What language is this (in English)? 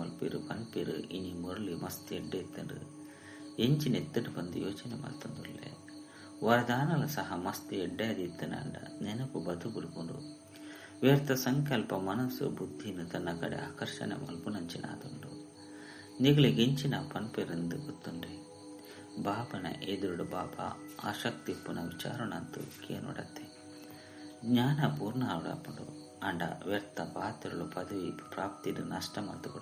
Tulu